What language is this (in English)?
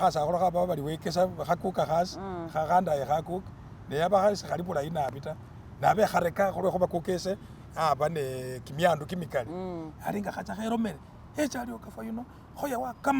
Masaaba